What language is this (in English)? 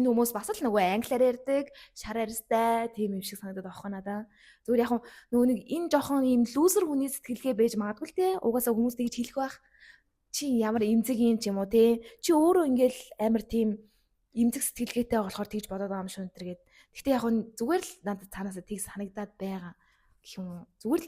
Mongolian